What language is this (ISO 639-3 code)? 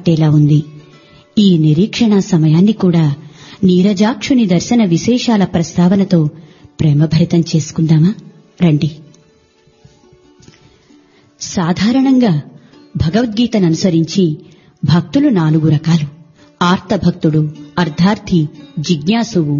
tel